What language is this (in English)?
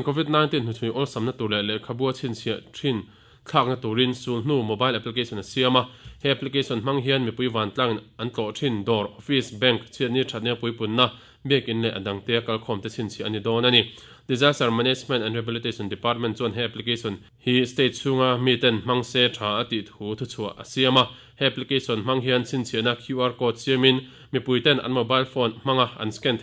Mizo